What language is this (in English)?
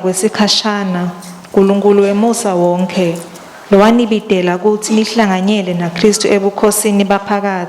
Swati